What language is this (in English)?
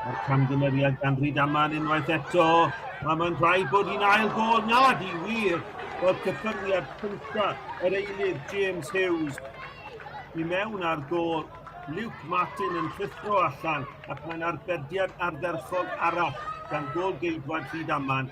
Welsh